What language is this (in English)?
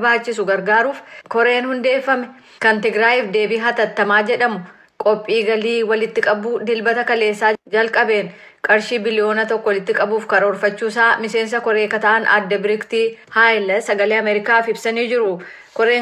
Oromo